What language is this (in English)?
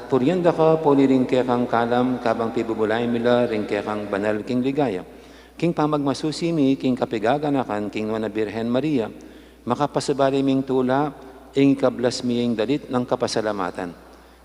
Pampanga